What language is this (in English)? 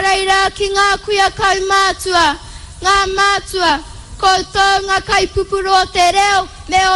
Māori